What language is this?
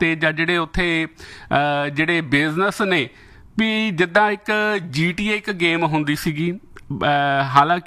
Punjabi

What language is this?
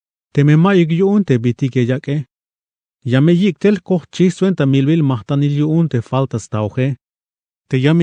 Tzeltal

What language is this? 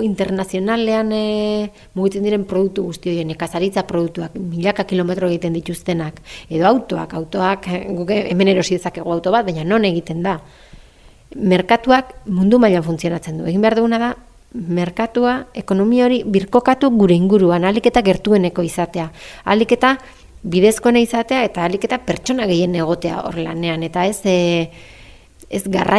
Basque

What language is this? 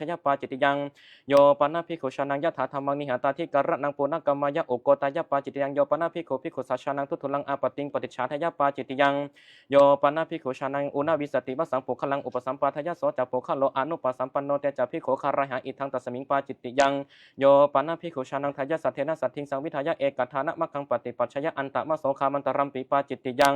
Pali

